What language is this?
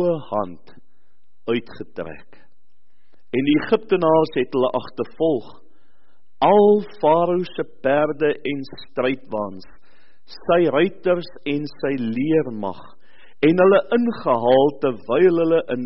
Afrikaans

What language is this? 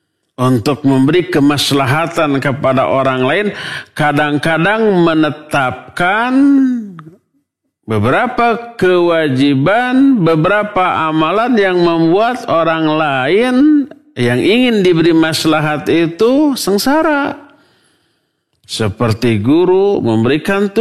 Indonesian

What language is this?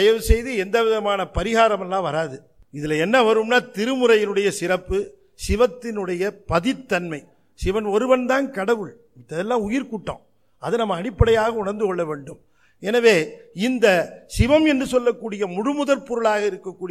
Tamil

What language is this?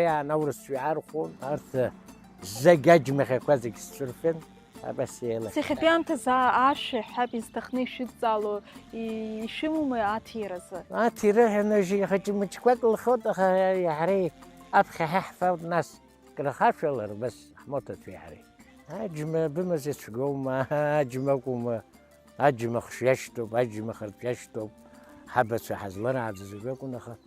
Abkhazian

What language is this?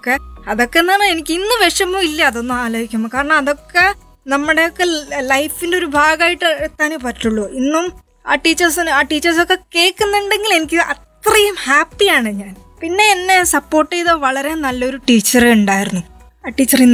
Malayalam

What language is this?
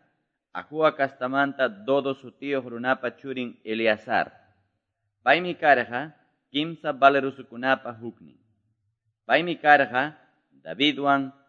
Quechua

